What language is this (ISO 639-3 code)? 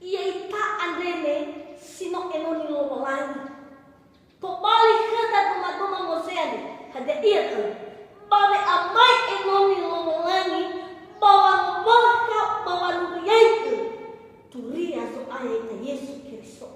nia